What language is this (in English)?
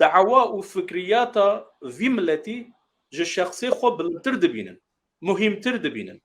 Kurdish